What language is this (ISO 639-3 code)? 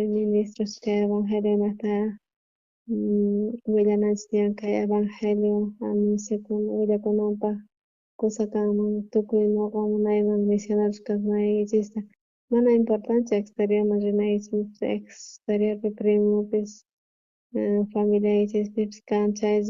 quh